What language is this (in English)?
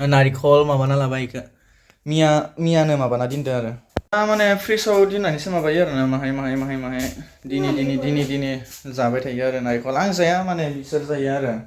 Bodo